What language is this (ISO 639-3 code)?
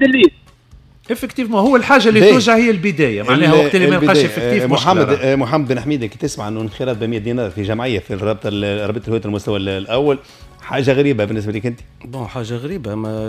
aeb